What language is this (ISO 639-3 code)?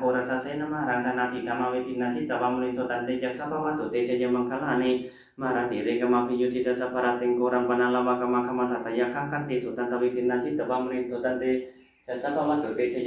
pli